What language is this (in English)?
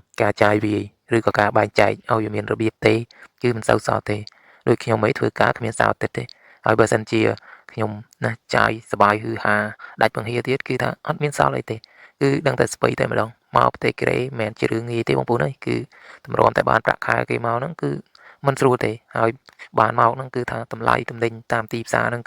Khmer